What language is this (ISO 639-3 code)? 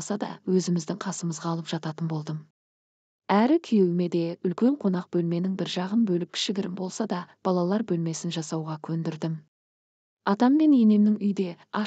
kaz